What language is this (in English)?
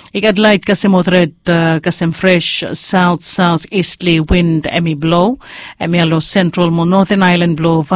Bislama